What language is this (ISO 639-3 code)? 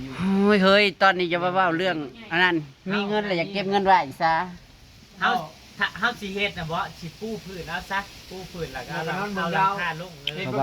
tts